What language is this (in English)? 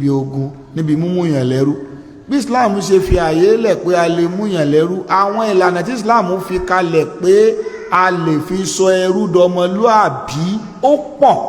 Yoruba